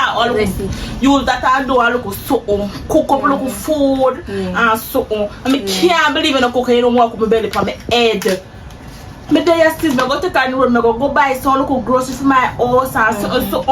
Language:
Jamaican Creole English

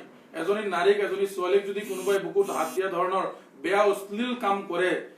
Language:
Assamese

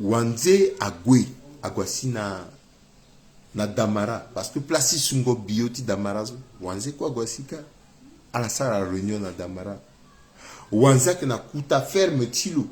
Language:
Sango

